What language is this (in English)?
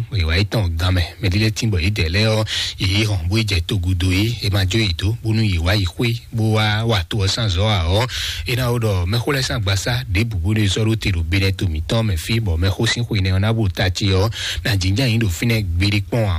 Fon